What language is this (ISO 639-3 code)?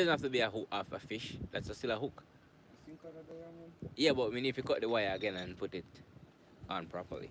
jam